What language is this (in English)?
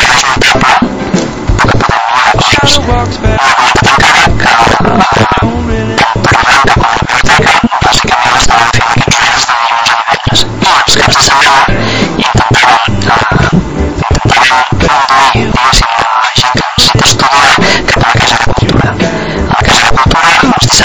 Catalan